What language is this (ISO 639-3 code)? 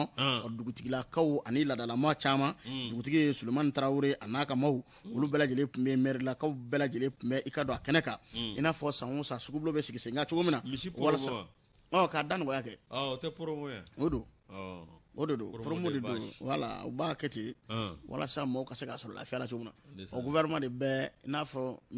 bam